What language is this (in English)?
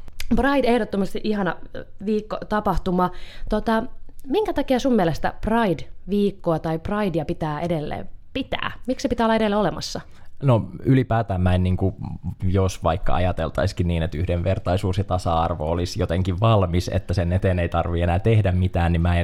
Finnish